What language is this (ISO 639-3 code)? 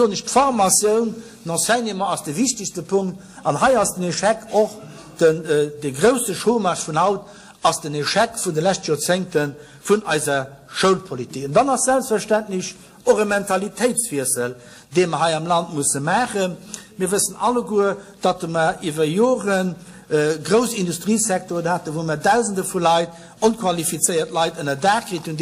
ltz